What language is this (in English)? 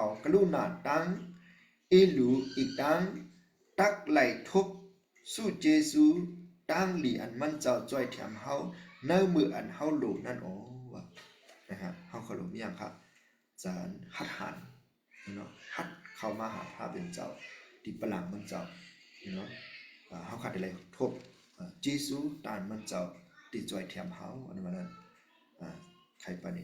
Shan